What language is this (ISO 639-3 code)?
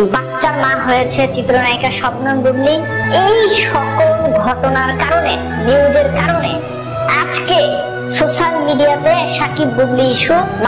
ben